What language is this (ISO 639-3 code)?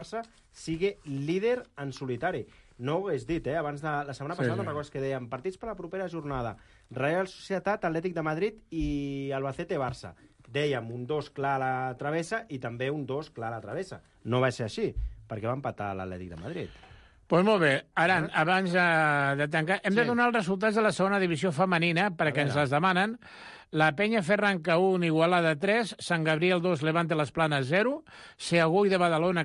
cat